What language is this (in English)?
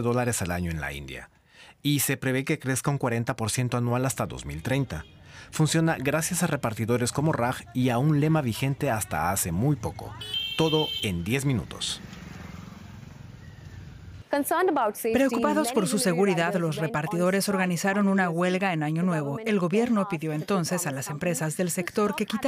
Spanish